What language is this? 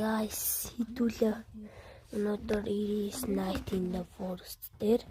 Mongolian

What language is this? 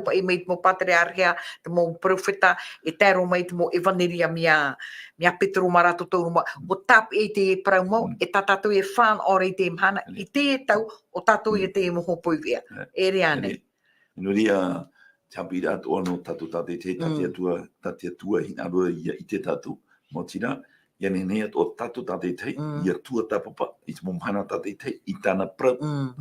Tahitian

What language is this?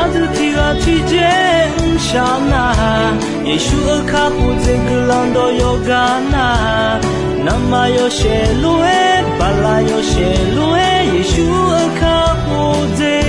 Akha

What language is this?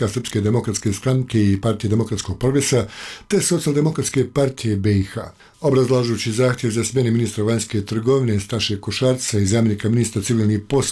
Bosnian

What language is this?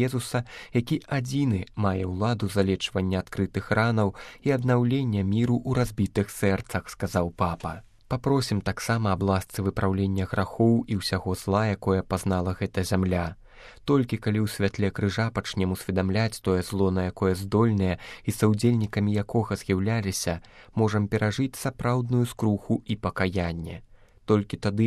Belarusian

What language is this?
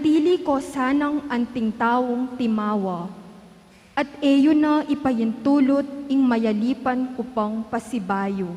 Pampanga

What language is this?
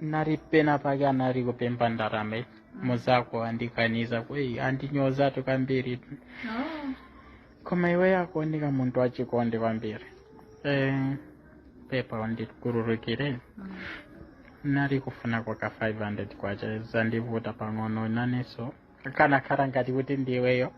Nyanja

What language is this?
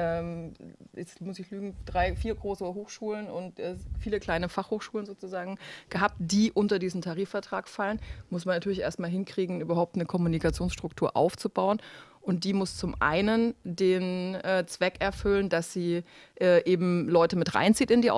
German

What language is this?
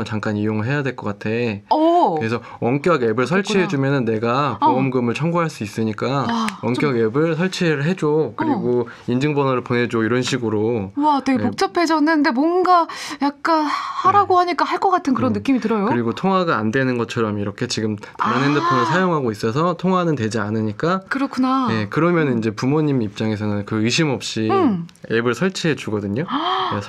Korean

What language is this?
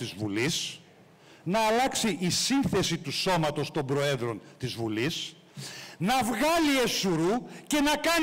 Greek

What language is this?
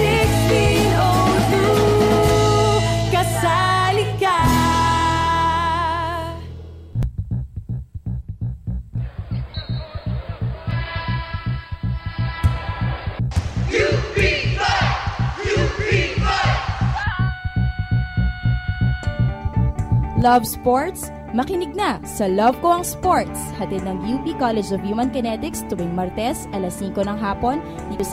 Filipino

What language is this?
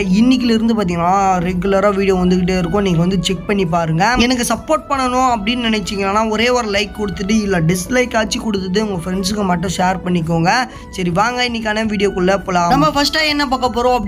Tamil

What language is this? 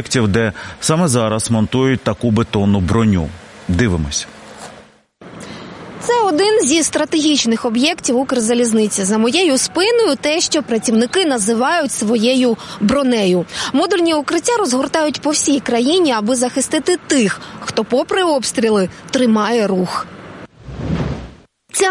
Ukrainian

